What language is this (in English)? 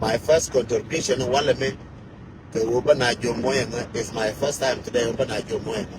Nuer